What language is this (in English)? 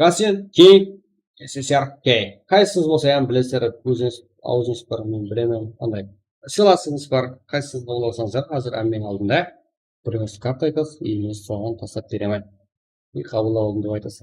Kara-Kalpak